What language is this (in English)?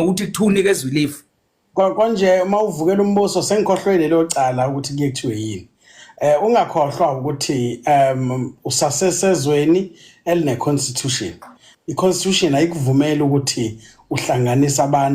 Zulu